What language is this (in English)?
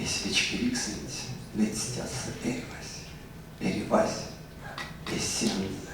Erzya